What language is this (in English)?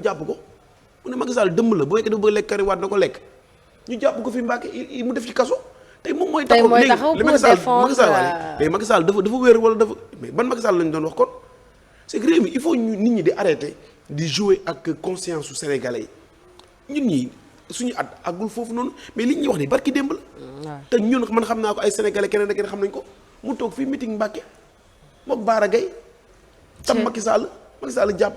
Wolof